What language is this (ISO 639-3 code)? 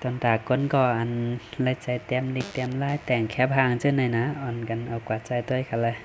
shn